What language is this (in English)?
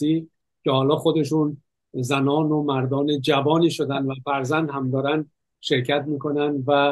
Persian